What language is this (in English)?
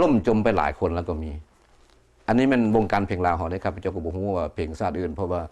Lao